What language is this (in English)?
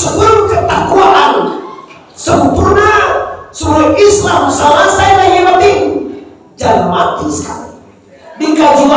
Minangkabau